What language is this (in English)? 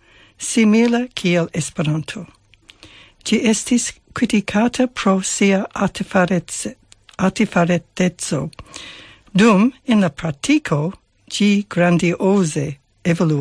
Esperanto